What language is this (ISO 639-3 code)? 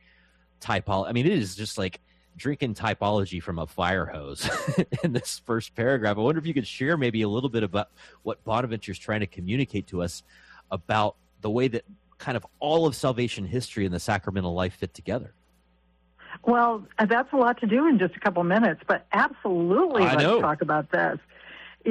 eng